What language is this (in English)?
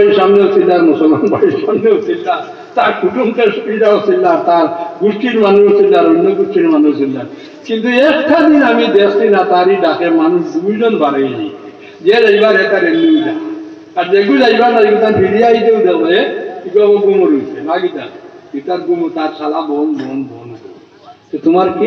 Sylheti